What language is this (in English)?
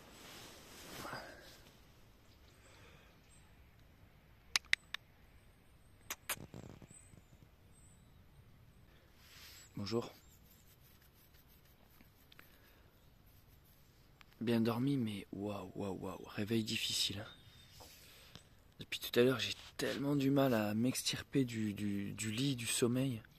French